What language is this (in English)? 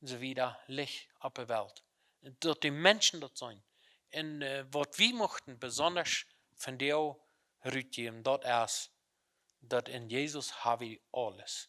Plautdietsch